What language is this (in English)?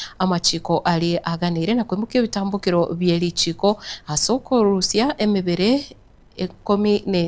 Gusii